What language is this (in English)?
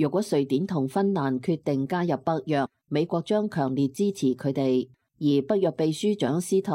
Cantonese